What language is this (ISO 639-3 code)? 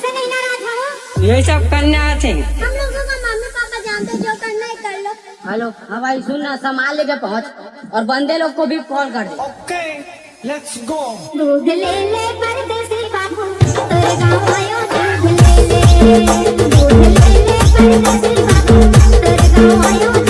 hne